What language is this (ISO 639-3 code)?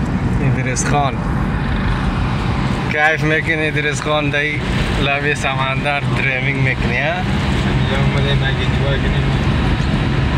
fas